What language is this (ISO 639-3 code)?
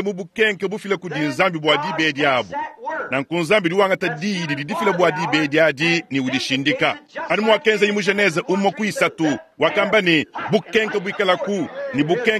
lua